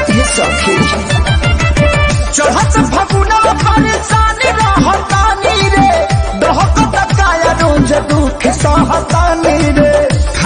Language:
Bhojpuri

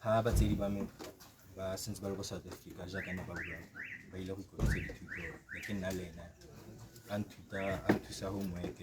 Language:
Tswana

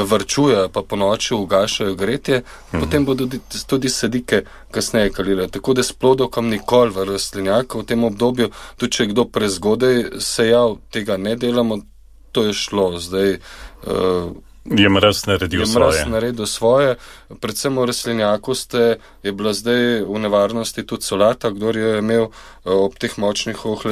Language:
Slovenian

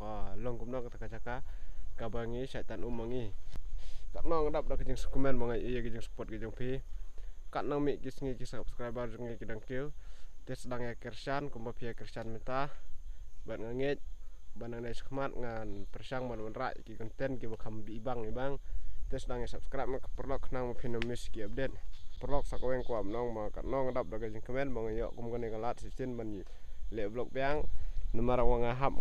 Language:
Khasi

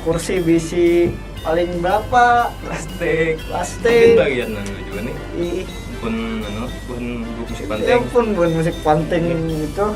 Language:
Banjar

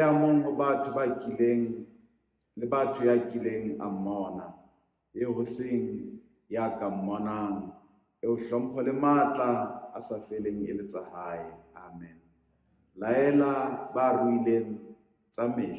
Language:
Southern Sotho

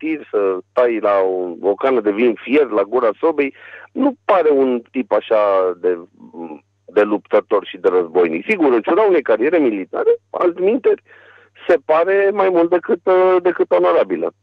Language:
Romanian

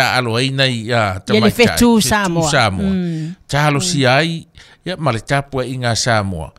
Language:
Samoan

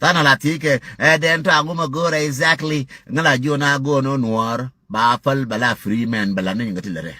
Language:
Nuer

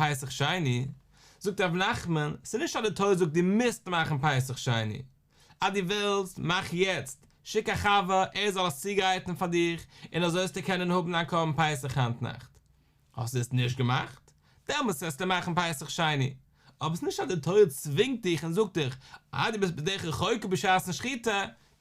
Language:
Yiddish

